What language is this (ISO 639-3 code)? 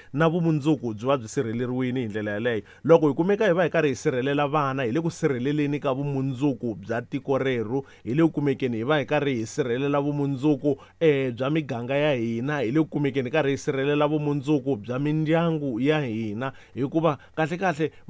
tso